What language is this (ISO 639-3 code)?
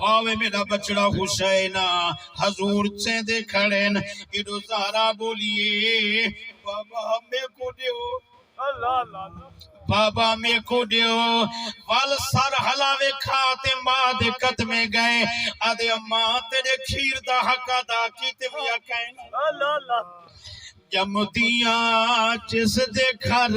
skr